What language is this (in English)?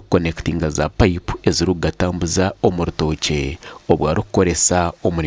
Nyankole